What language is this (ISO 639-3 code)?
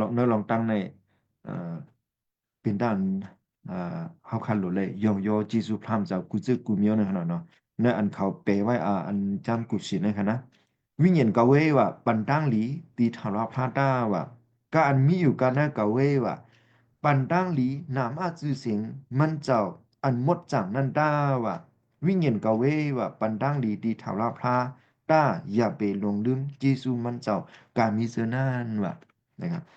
shn